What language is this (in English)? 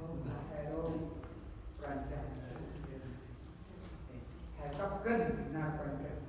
Central Mnong